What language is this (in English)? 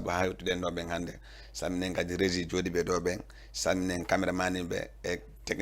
Fula